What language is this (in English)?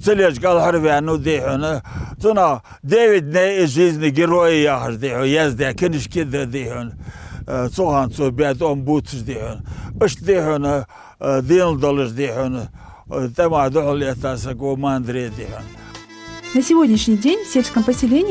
Ingush